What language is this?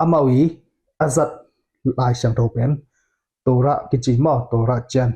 Tedim Chin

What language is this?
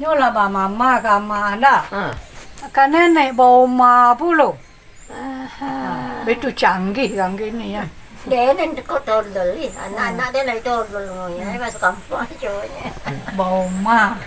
Minangkabau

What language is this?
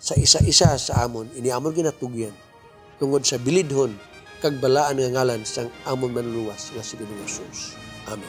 Hiligaynon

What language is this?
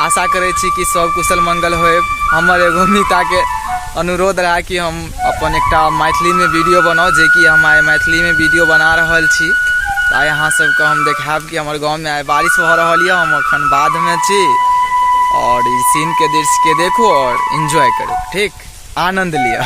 Maithili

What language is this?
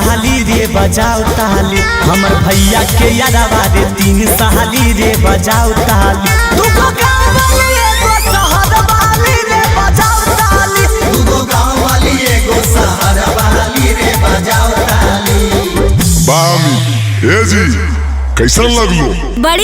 Magahi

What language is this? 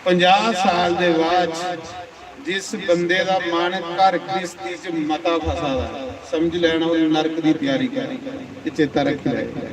Dogri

